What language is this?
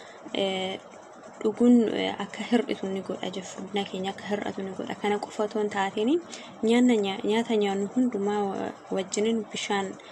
Oromo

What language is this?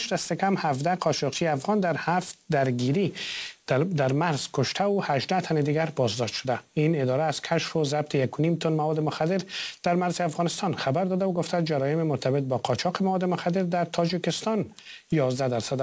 Persian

